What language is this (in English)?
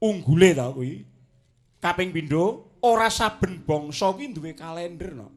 Javanese